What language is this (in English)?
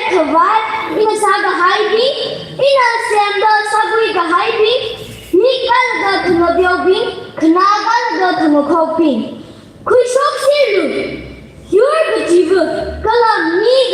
Tangkhul Naga (India)